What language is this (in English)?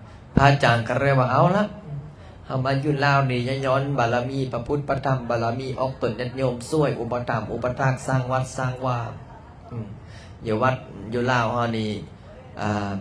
Lao